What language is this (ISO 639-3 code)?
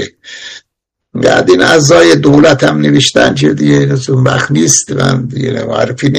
fas